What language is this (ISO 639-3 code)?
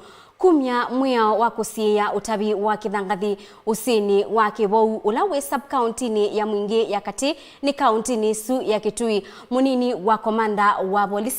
kam